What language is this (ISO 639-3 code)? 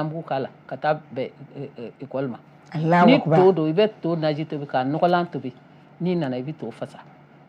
bam